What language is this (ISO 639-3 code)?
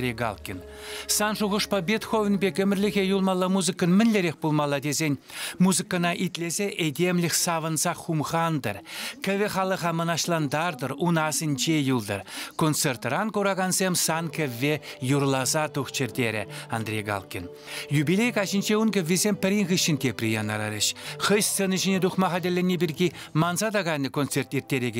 chv